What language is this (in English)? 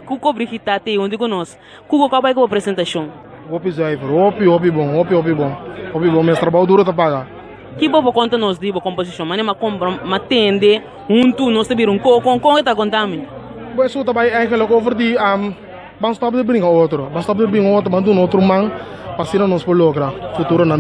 Papiamento